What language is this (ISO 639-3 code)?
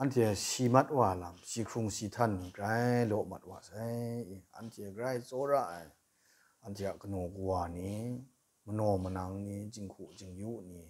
kac